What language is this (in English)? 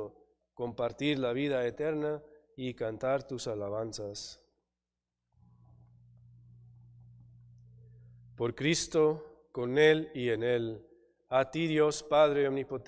Spanish